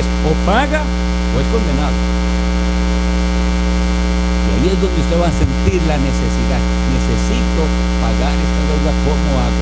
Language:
Spanish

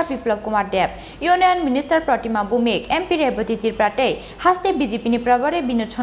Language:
Kok Borok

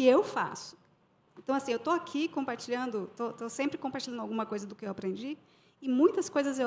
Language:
Portuguese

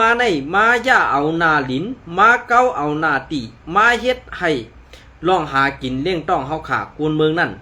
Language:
Shan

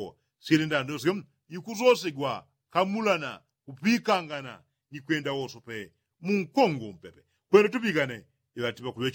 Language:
Yao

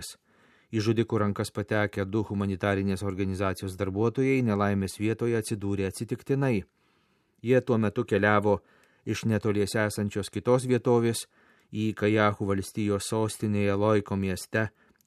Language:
Lithuanian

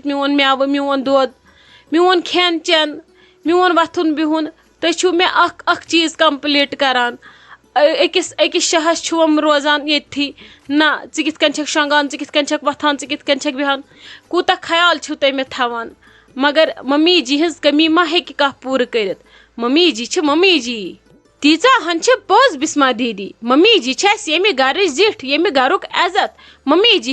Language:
Kashmiri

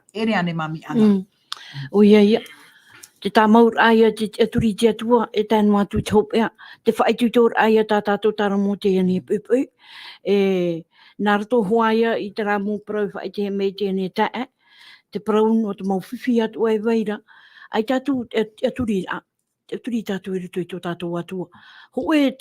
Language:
Tahitian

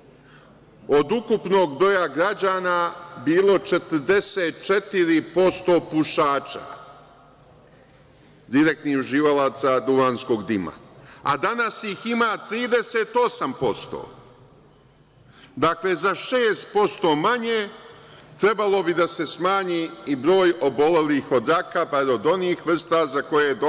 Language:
Serbian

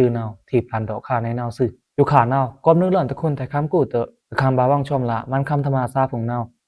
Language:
Pa'o Karen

